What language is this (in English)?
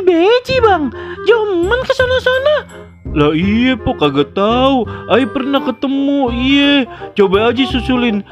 Betawi